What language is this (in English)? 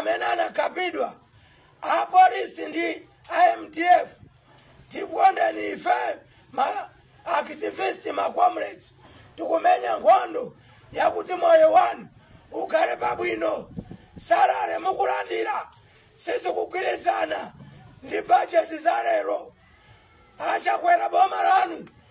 Nyanja